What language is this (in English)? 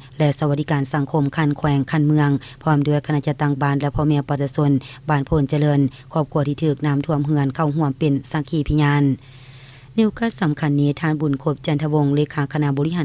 Lao